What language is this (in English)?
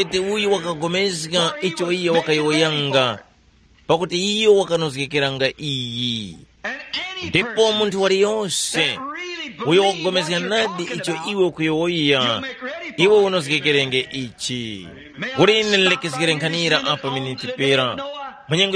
Tumbuka